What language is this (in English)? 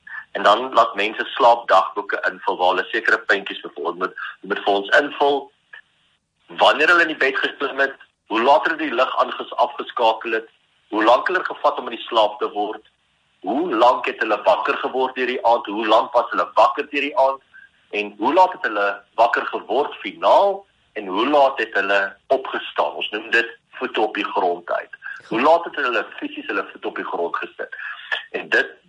Afrikaans